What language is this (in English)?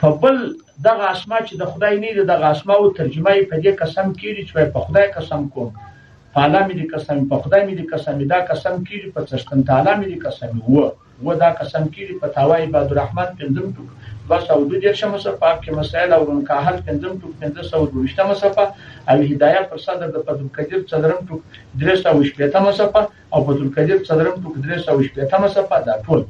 Pashto